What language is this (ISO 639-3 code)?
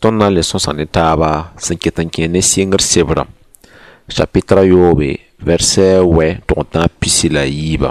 mos